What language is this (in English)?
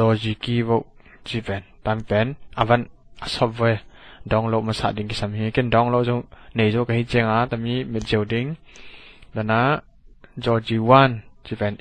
Tedim Chin